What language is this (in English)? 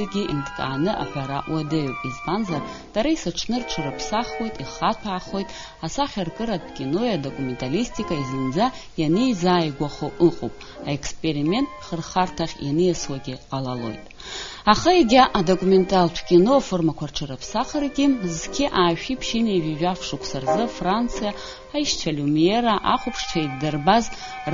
Abkhazian